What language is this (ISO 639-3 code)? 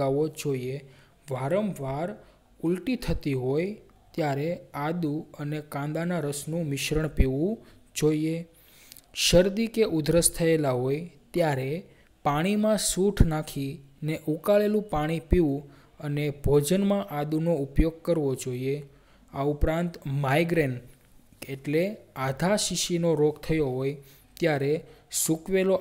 guj